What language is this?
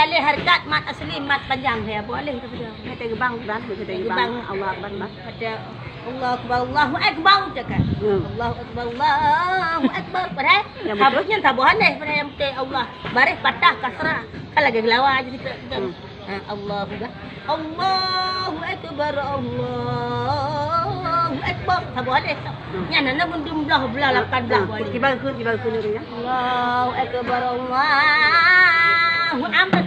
Achinese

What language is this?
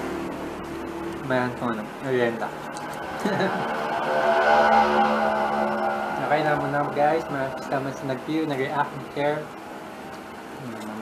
Filipino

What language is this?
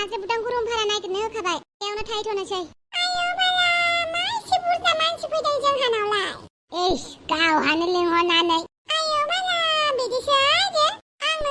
Bodo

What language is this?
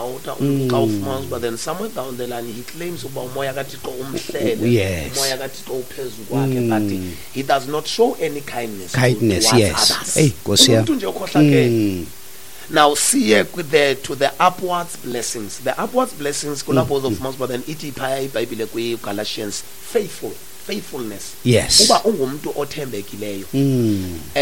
Xhosa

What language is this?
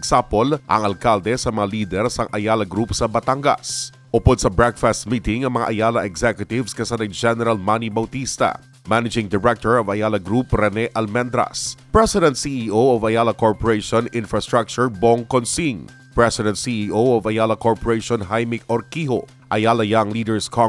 Hiligaynon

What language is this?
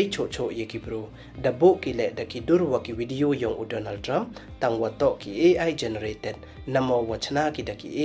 Pnar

